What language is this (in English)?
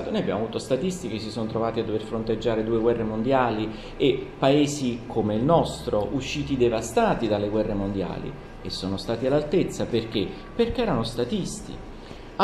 Italian